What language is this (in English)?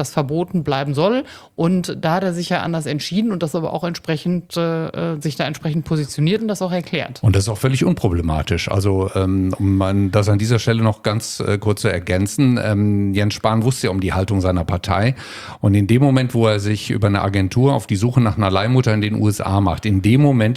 German